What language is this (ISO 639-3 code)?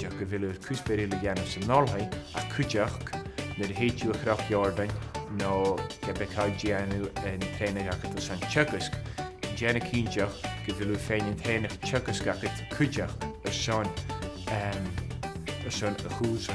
gla